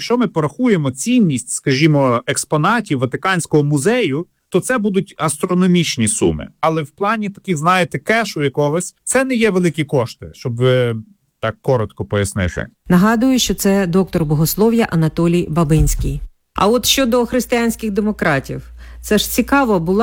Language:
Ukrainian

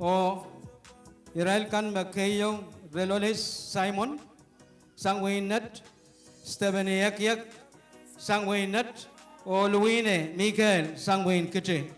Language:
Pohnpeian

